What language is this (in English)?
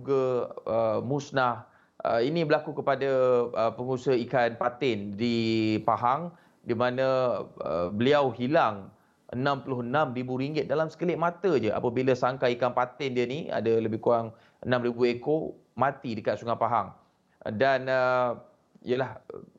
Malay